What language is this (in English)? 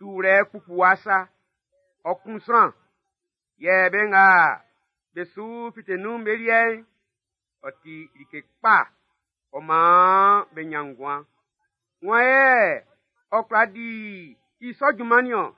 Baoulé